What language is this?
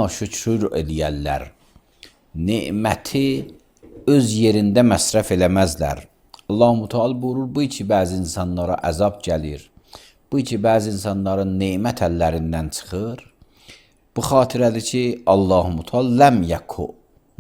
Azerbaijani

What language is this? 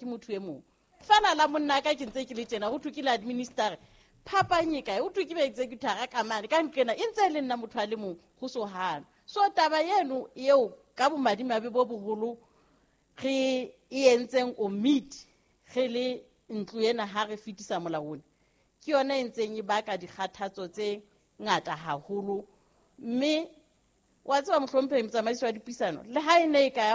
Southern Sotho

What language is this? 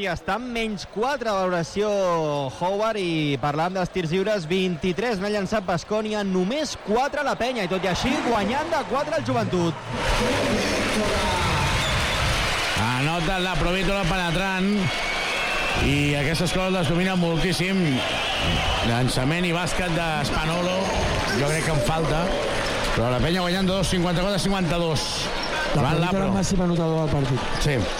Catalan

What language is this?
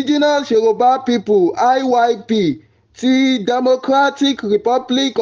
Yoruba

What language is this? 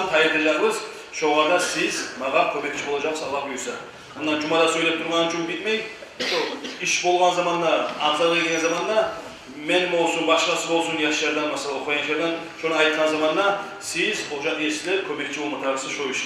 Kumyk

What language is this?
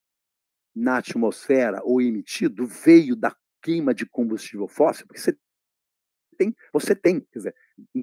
Portuguese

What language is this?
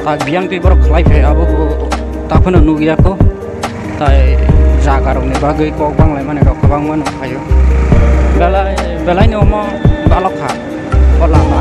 Kok Borok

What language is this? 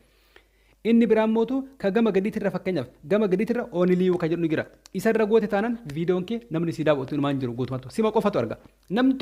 Oromo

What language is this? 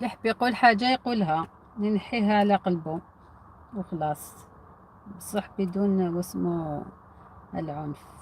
Algerian Arabic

